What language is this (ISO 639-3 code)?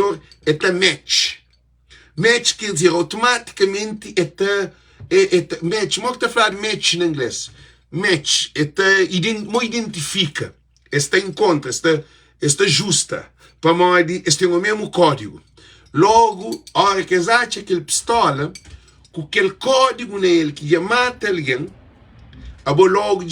kea